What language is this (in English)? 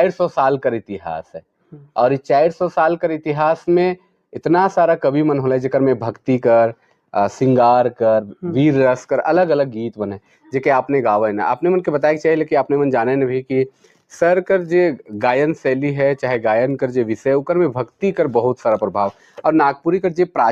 Sadri